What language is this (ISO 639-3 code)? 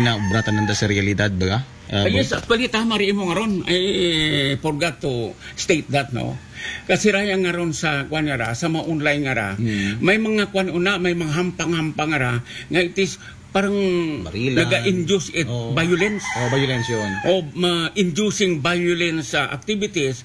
akl